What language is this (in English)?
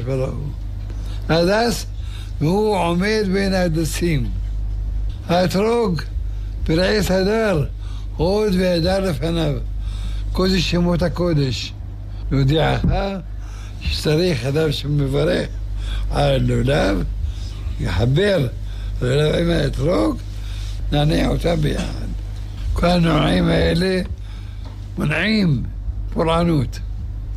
Hebrew